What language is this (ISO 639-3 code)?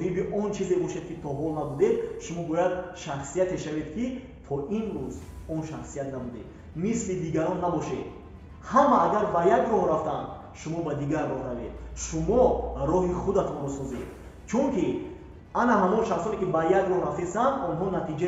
tgk